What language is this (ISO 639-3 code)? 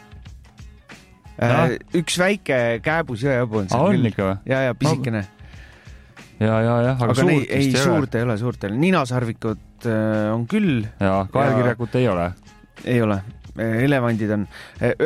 est